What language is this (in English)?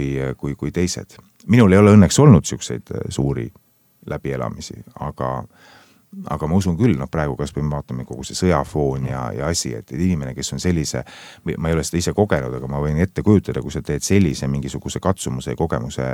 Estonian